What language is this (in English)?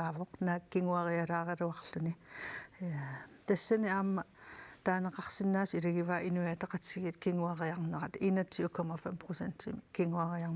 Kalaallisut